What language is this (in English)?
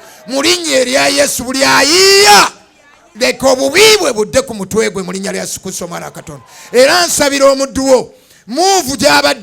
Ganda